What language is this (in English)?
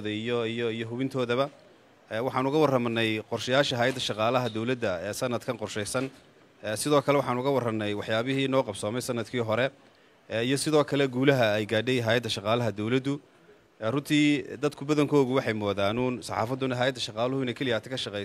Somali